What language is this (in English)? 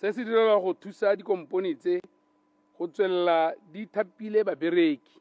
Tswana